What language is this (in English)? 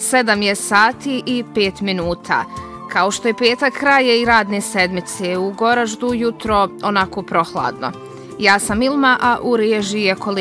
Bosnian